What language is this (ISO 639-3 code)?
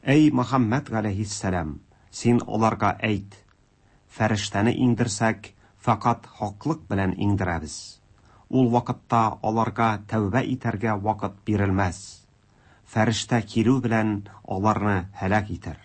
tat